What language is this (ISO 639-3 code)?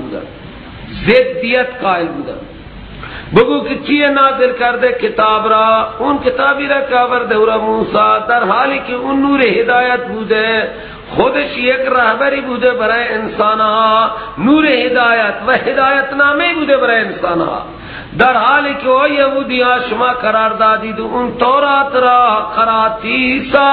fas